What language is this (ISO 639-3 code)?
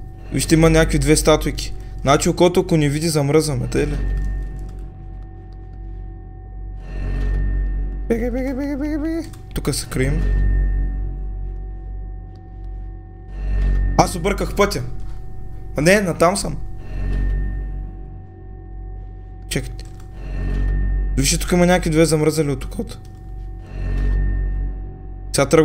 bul